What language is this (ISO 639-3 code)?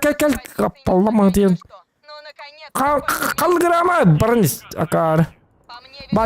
sah